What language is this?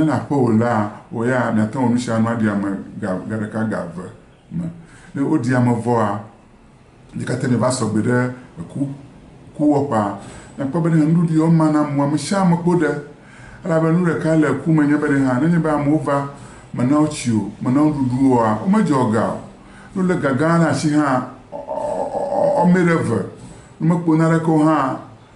Ewe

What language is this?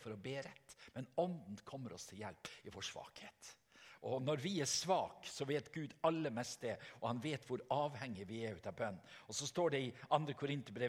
Norwegian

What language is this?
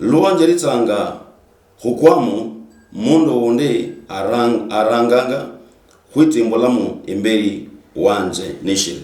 Luyia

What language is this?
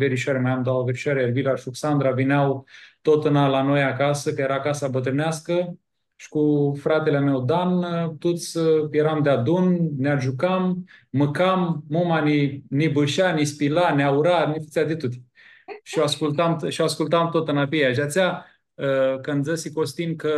Aromanian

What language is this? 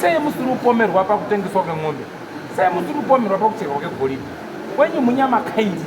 Shona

